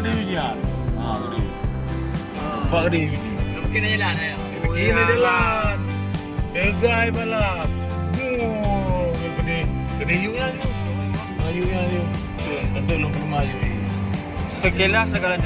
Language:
Achinese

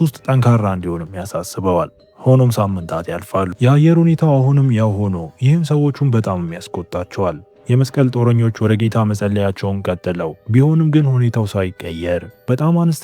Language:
Amharic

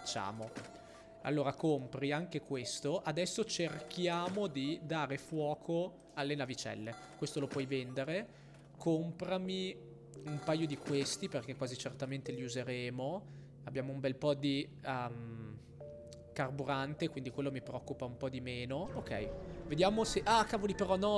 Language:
Italian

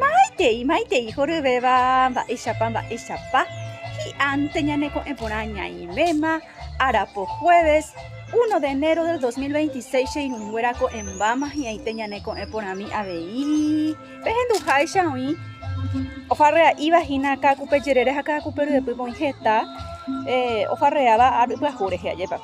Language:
Guarani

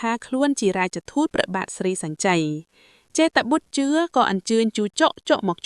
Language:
Khmer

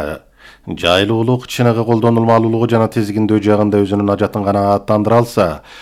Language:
Kyrgyz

